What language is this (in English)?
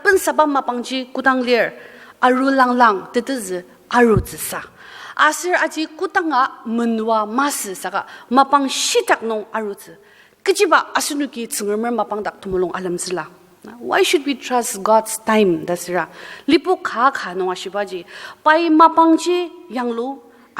Ao Naga